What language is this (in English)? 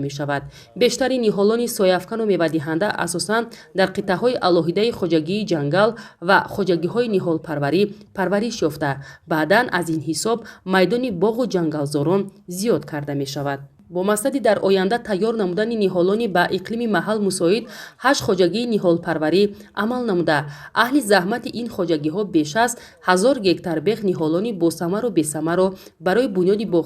Tajik